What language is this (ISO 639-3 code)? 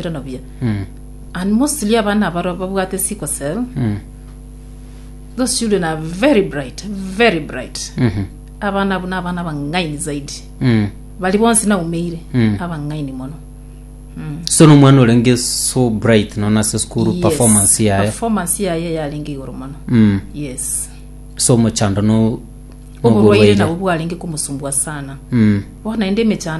guz